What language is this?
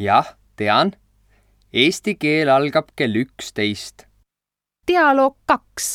Estonian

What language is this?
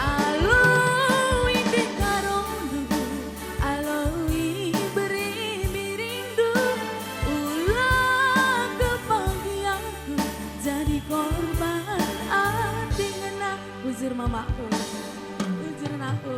Batak Karo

